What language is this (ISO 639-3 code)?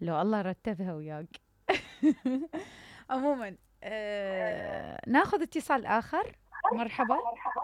acm